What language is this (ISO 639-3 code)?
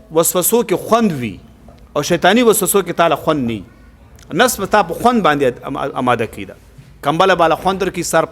pus